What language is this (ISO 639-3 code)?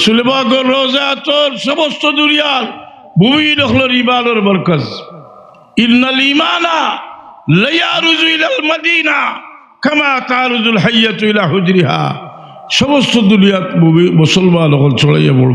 syl